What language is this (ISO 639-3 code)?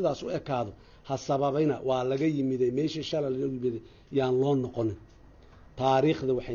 som